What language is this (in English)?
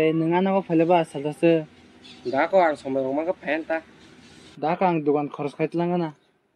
Kok Borok